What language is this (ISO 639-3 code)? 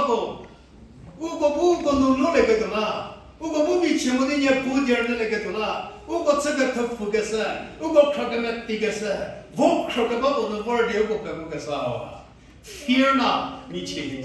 njm